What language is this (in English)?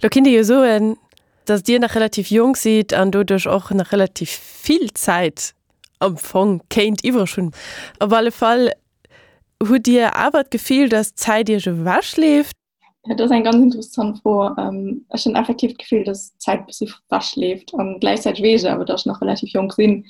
Luxembourgish